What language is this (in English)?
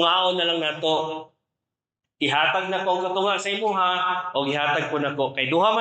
Cebuano